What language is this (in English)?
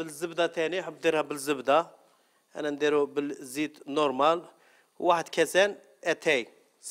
Algerian Arabic